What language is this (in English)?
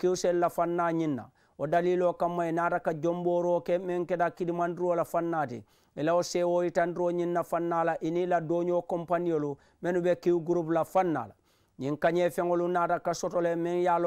Mandingo